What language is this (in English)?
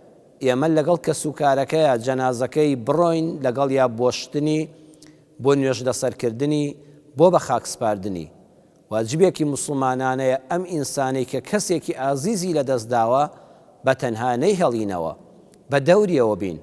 Central Kurdish